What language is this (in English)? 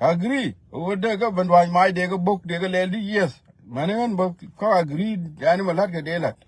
Nuer